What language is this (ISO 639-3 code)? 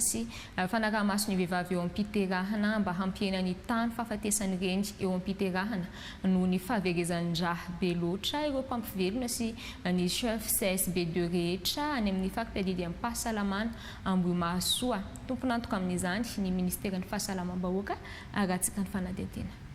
mlg